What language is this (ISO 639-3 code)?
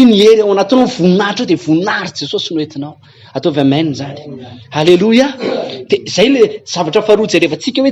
mlg